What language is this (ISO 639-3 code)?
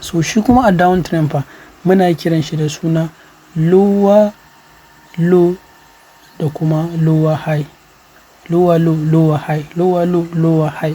hau